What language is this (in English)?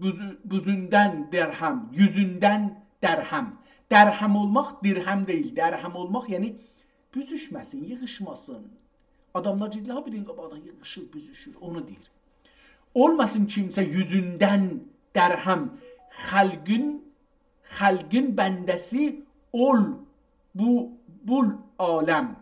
South Azerbaijani